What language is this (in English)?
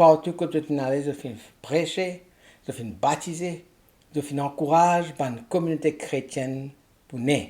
Morisyen